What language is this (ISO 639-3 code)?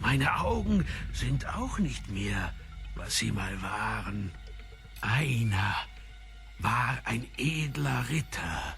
gsw